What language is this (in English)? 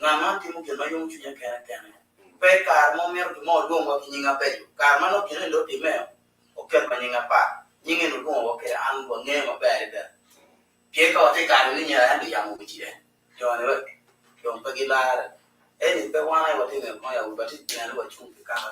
Acoli